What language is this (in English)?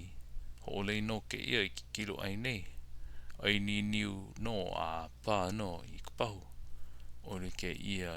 Hawaiian